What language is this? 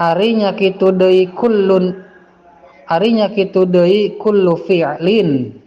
Sundanese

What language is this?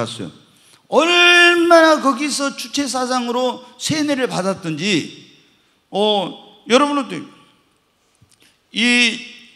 Korean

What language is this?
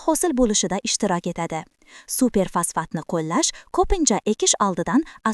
Uzbek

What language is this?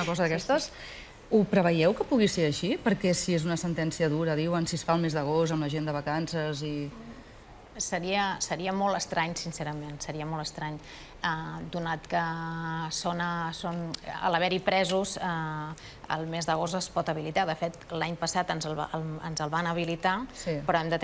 Catalan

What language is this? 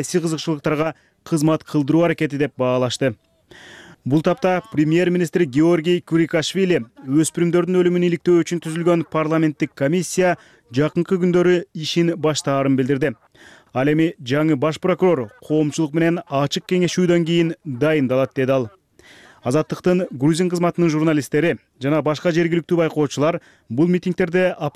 Kyrgyz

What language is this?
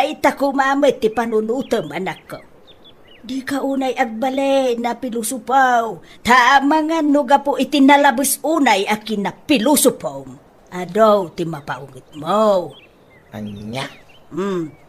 Iloko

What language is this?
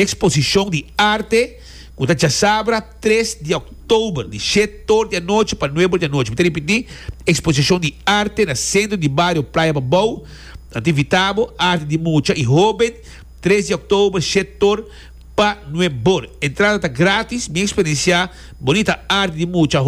Papiamento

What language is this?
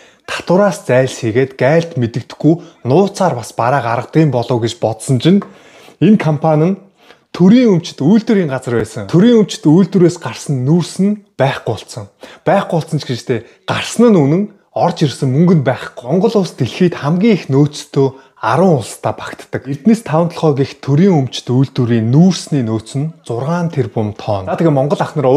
Mongolian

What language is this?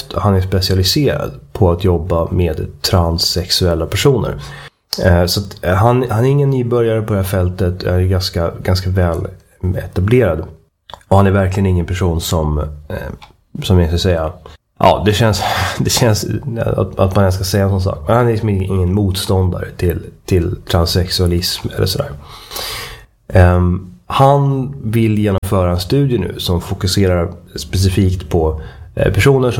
Swedish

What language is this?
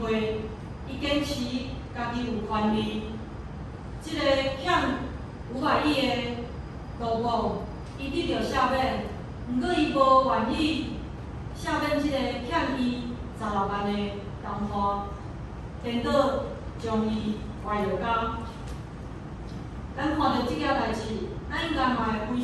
Min Nan Chinese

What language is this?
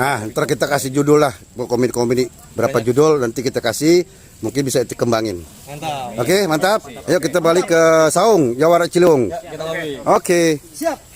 Betawi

